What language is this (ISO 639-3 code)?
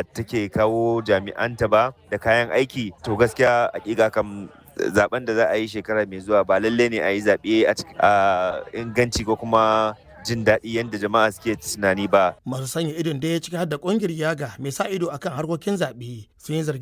hau